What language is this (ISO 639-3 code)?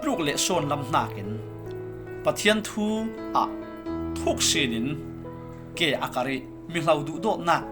cfm